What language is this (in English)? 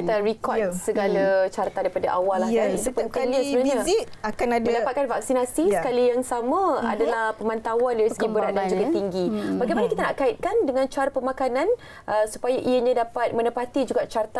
Malay